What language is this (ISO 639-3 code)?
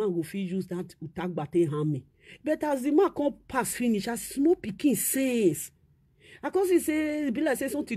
pcm